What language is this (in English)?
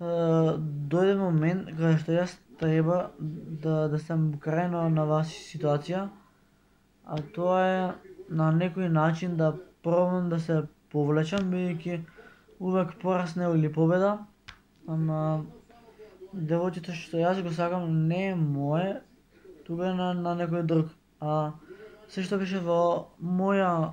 Macedonian